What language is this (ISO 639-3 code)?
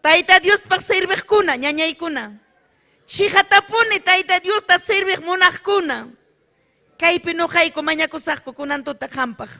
quy